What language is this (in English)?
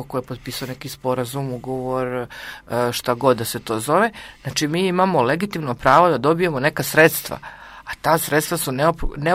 Serbian